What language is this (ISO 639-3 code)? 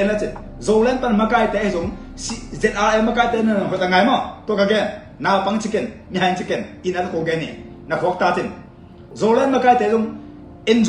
ctd